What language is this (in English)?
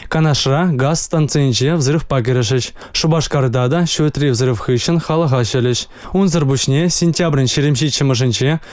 Chuvash